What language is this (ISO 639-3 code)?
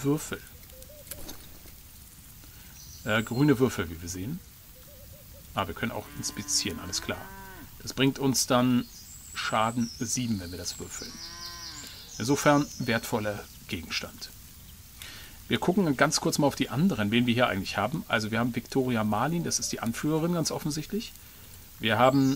deu